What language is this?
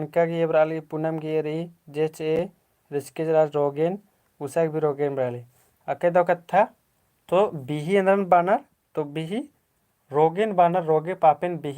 Kurukh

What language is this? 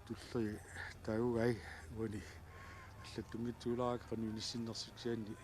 Kalaallisut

